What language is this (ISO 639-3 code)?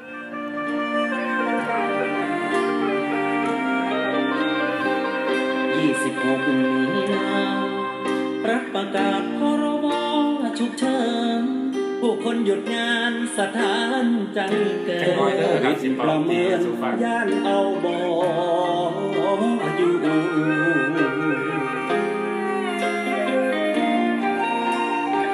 tha